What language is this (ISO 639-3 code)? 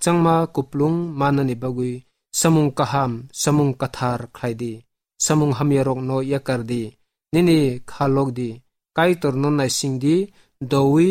trp